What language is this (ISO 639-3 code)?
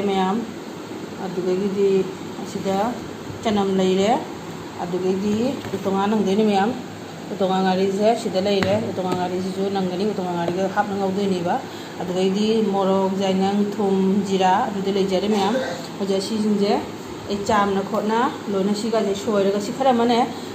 mni